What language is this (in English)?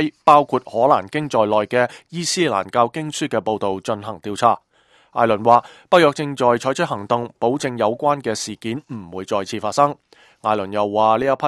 Cantonese